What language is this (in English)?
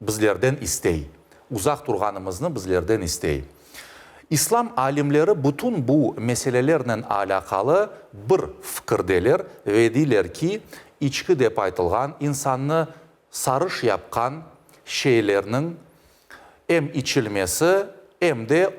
Crimean Tatar